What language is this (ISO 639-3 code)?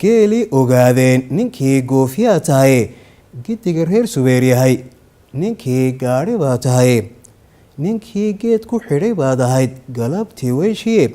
som